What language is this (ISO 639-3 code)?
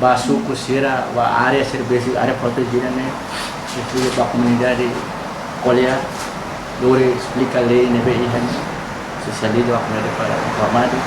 tet